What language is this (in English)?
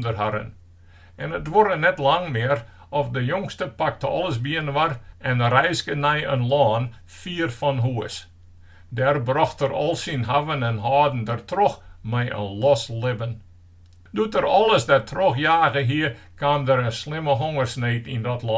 Western Frisian